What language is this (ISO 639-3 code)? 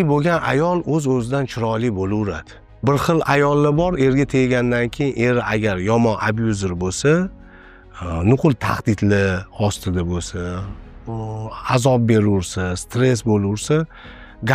uzb